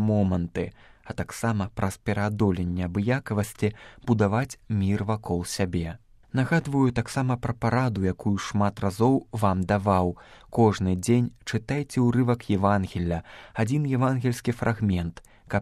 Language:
Belarusian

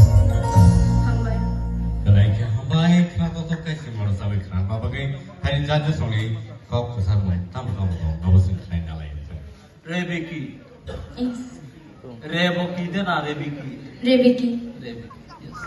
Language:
Kok Borok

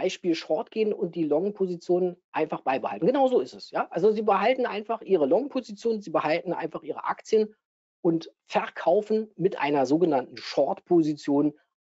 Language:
German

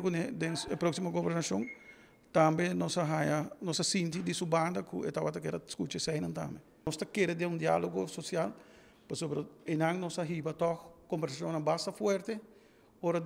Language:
Papiamento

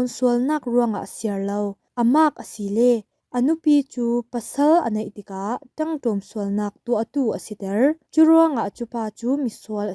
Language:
Falam Chin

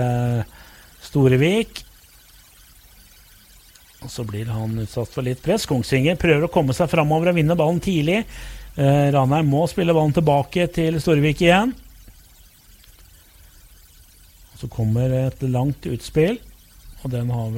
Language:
Norwegian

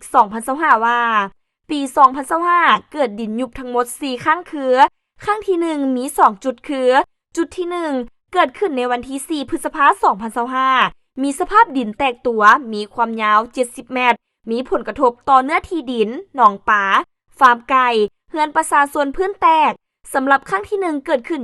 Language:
Lao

